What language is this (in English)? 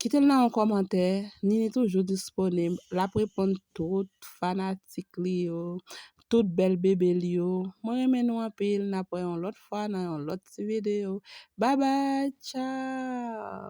Haitian Creole